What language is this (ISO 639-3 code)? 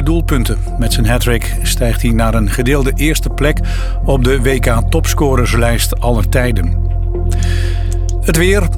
nld